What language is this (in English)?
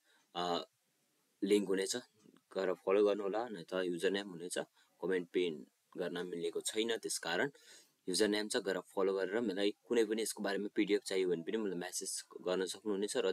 Nepali